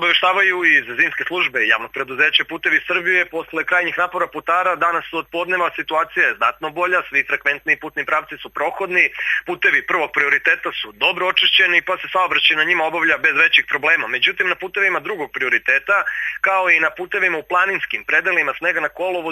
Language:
Serbian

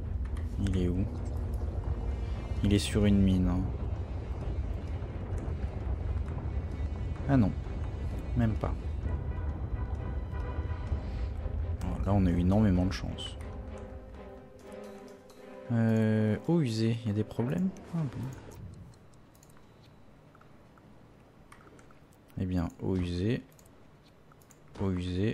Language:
French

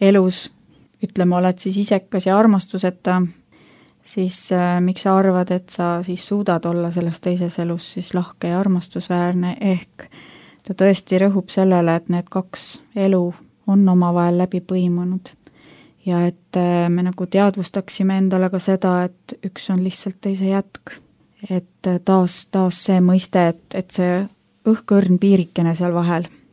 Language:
Estonian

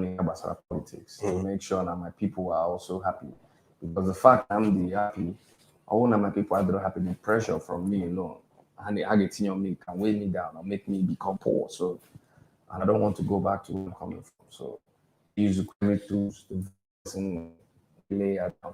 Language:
Igbo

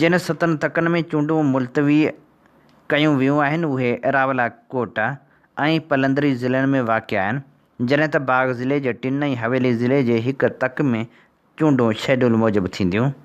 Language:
Sindhi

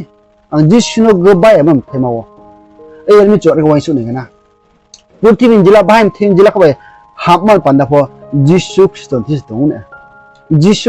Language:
Riang (India)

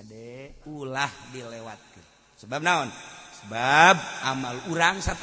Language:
Sundanese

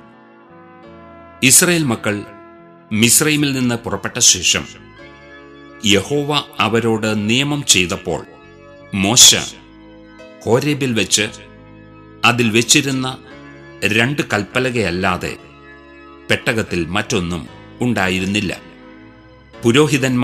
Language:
Malayalam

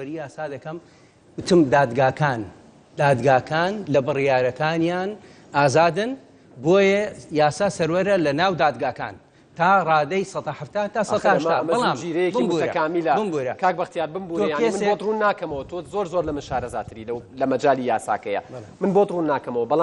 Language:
Central Kurdish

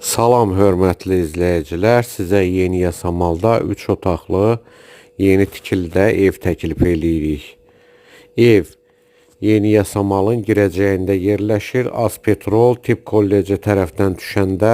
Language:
Azerbaijani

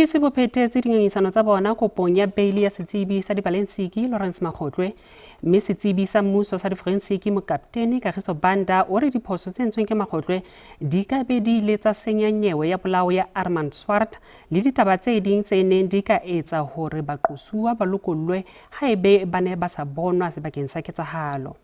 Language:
Southern Sotho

